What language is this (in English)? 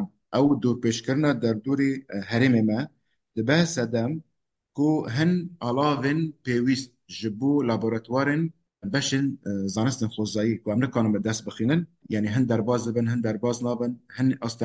Kurdish